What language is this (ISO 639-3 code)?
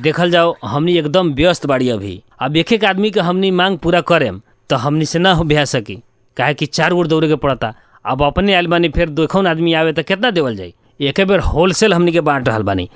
bho